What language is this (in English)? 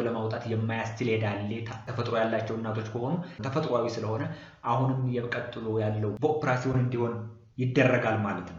Amharic